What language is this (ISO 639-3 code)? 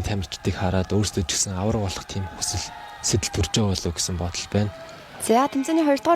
mon